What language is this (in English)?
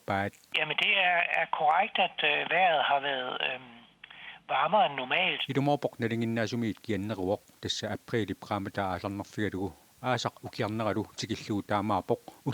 Kalaallisut